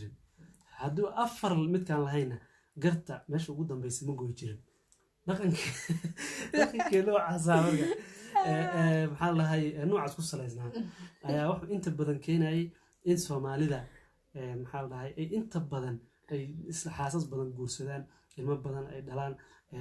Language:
Somali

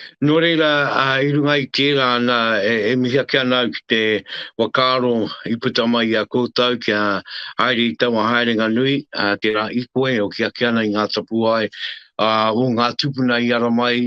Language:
Māori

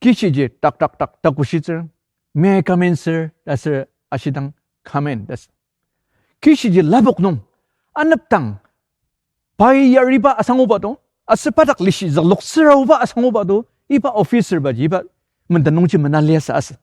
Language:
Ao Naga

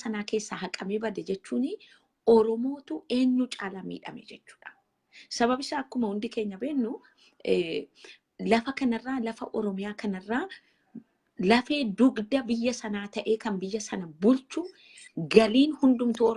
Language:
Oromo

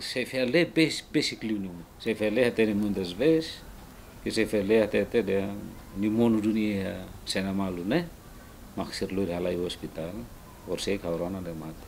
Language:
Tetum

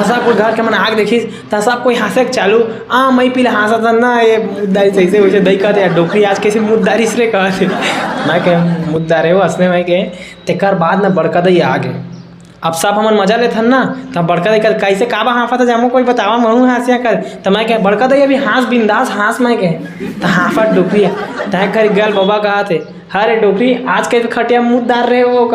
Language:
Chhattisgarhi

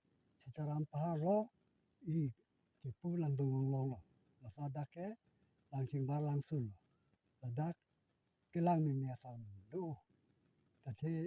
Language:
Karbi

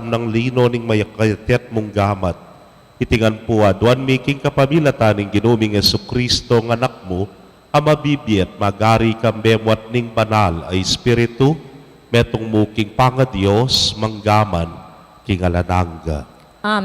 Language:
Pampanga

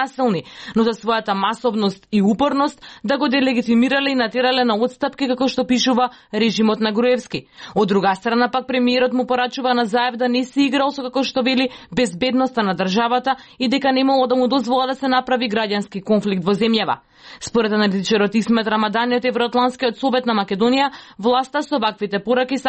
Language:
Macedonian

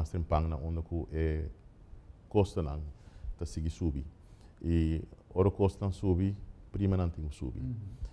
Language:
Papiamento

